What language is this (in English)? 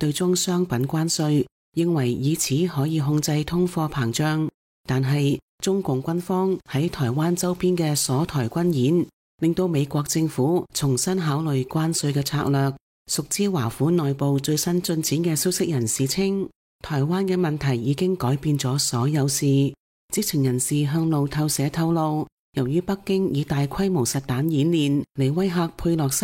Cantonese